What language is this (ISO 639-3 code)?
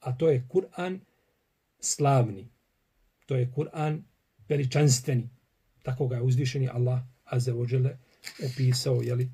bos